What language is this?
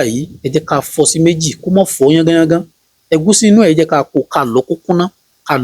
Yoruba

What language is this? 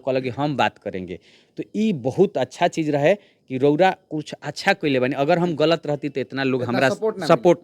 Bhojpuri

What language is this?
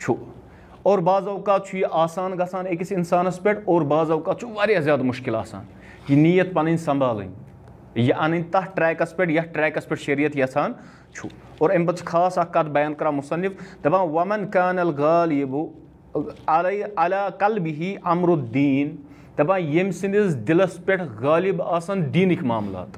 Kashmiri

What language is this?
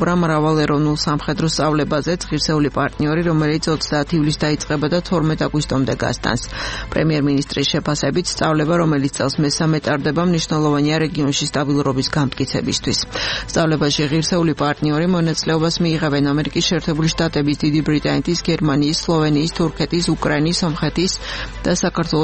Georgian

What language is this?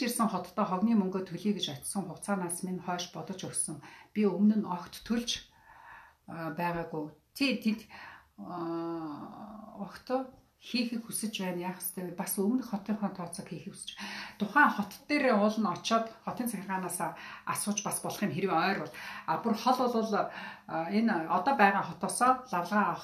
Mongolian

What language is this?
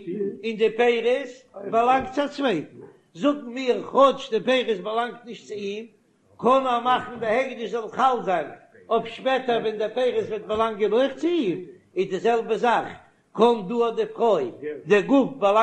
Yiddish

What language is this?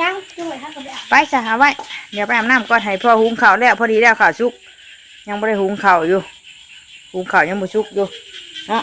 Northeastern Thai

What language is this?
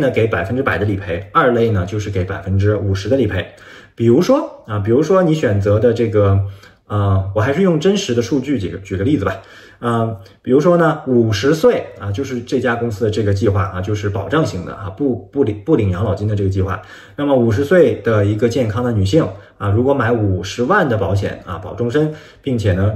Chinese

